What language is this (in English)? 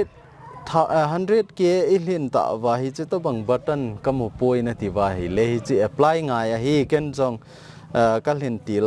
Thado Chin